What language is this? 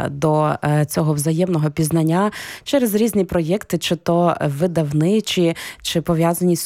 Ukrainian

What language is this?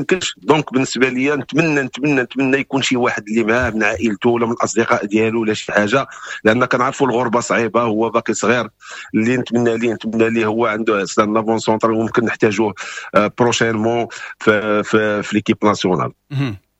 Moroccan Arabic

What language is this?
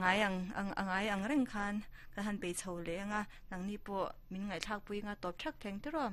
Mizo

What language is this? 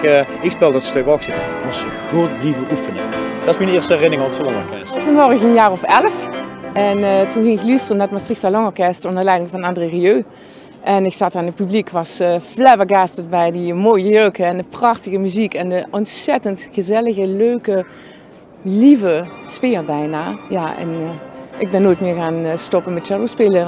Limburgish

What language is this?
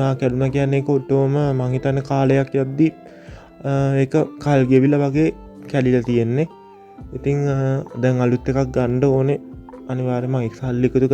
Sinhala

